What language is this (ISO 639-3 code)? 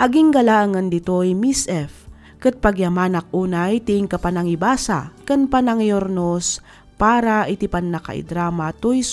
ilo